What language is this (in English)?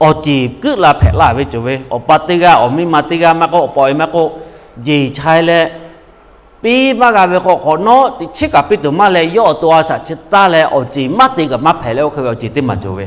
Lahu